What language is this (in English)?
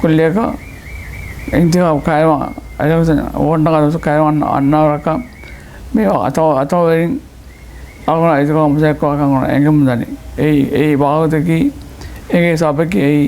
Divehi